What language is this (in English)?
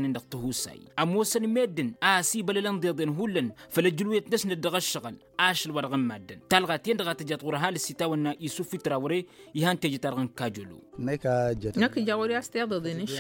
Tamasheq